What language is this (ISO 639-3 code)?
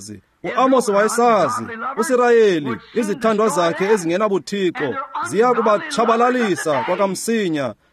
xho